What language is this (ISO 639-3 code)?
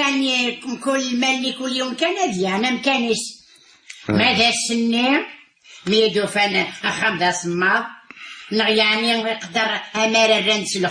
kab